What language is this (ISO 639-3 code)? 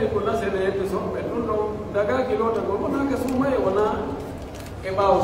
fuf